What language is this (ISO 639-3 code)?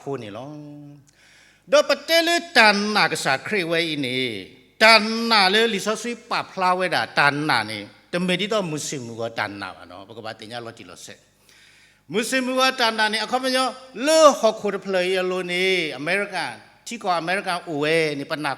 ksw